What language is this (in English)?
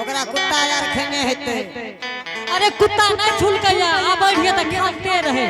Angika